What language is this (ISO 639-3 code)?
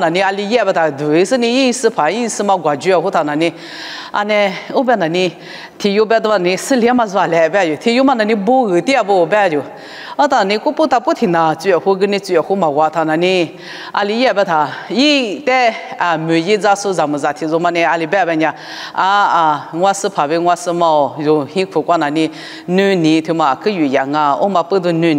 lis